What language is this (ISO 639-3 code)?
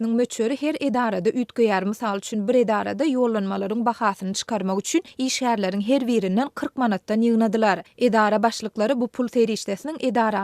tuk